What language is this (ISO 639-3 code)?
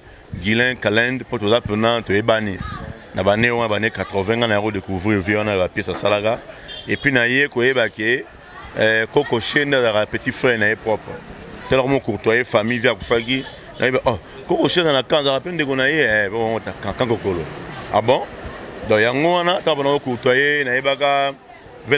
lin